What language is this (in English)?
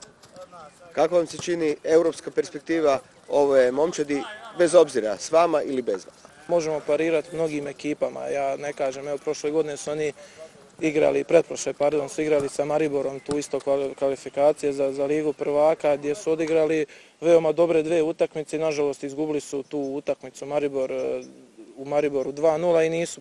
Croatian